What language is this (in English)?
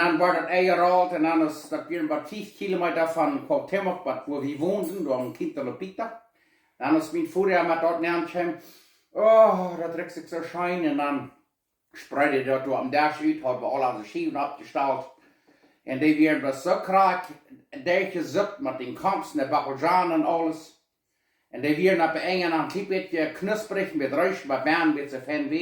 Plautdietsch